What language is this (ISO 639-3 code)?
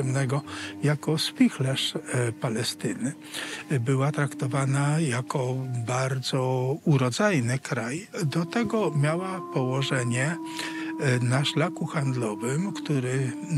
pol